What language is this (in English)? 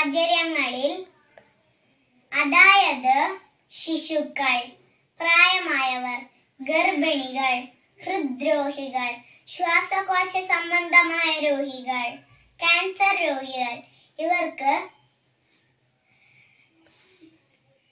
Malayalam